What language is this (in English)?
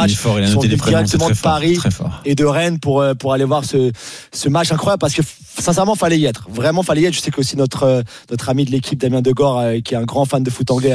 French